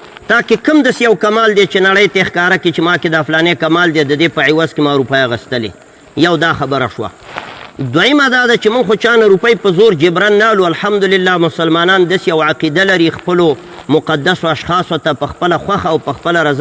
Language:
Pashto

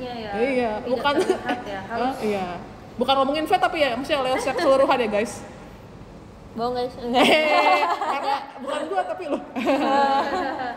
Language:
Indonesian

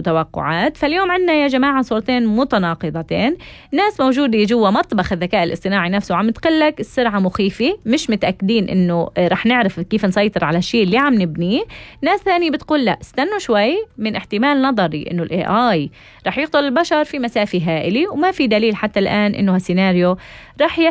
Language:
North Levantine Arabic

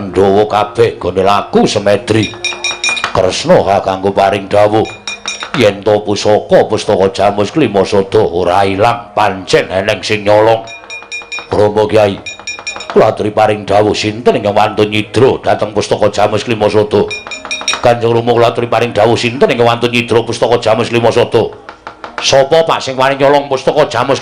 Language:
Javanese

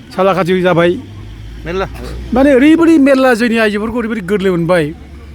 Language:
Bodo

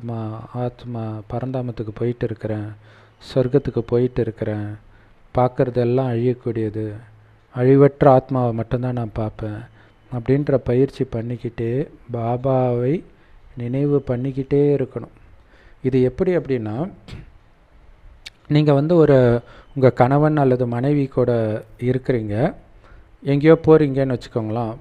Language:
Tamil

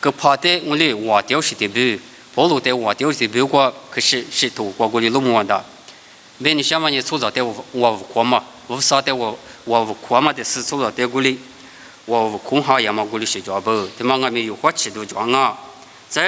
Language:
Lisu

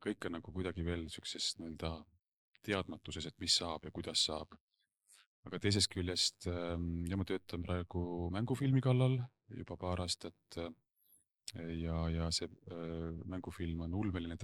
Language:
Estonian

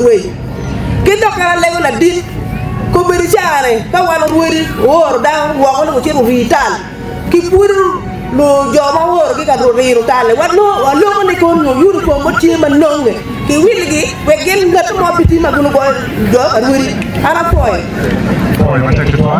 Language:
Acoli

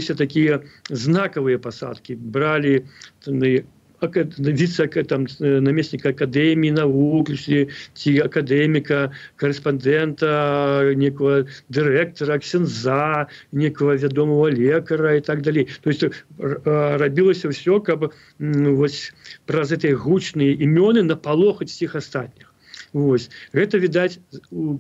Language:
Belarusian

